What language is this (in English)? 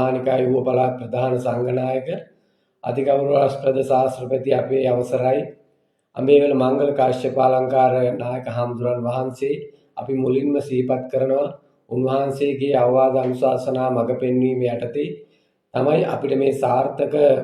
Sinhala